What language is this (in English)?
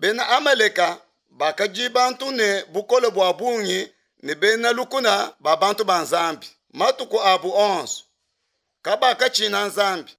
Luba-Lulua